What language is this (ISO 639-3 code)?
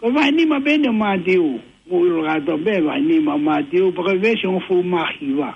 ton